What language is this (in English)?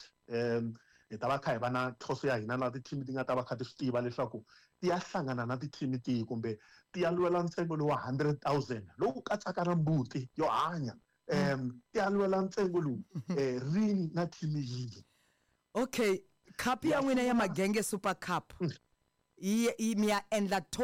Tsonga